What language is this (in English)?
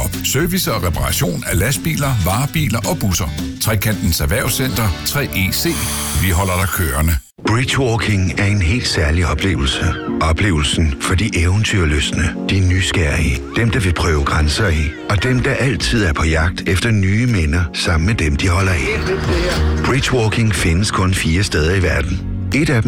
Danish